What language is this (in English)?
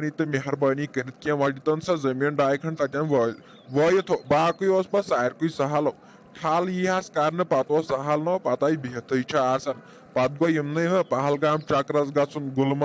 Kashmiri